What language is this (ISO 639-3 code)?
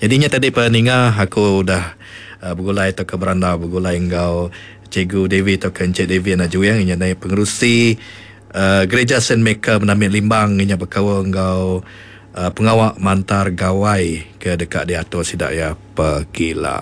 iba